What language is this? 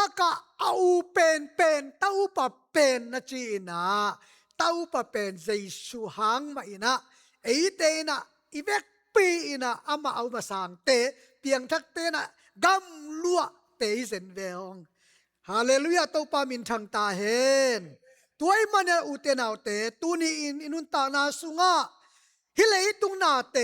Tedim Chin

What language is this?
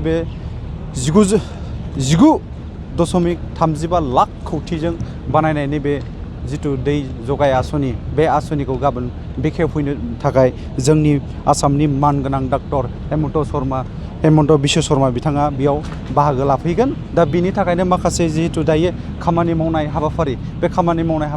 Bodo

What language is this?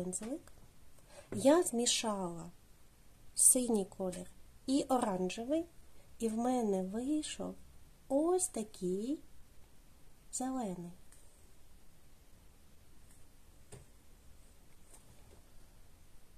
Ukrainian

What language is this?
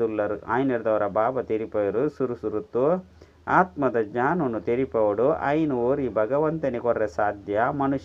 Tulu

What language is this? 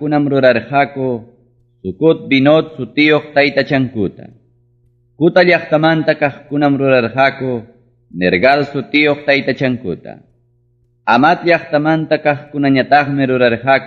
Ayacucho Quechua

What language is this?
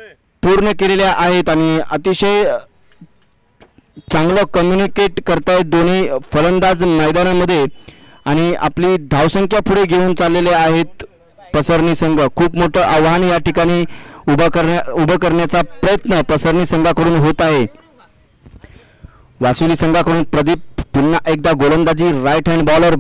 Marathi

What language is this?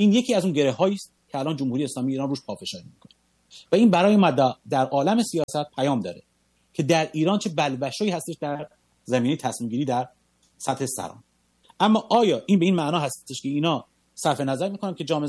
Persian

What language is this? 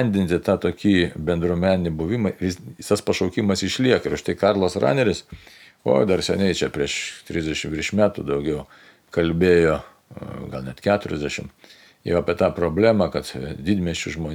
Lithuanian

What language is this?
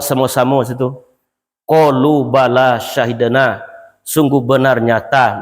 Minangkabau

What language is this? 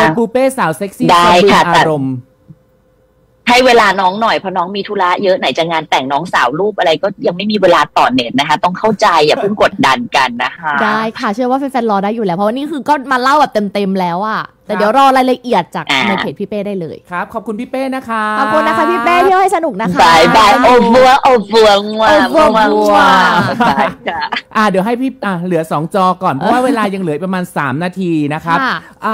Thai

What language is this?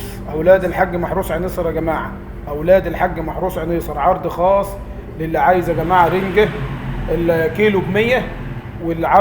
Egyptian Arabic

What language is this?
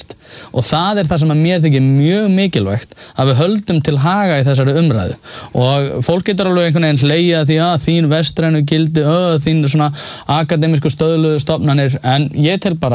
Icelandic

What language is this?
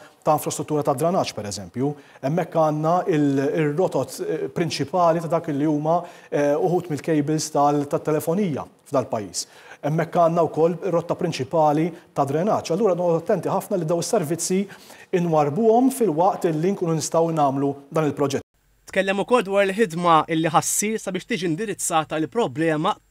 Maltese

